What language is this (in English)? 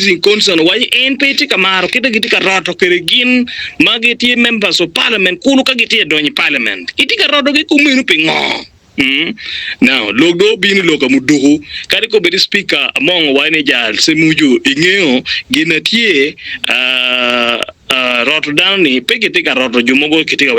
Acoli